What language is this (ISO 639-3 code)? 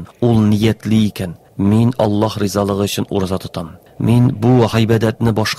tat